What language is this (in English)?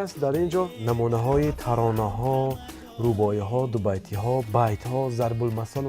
Persian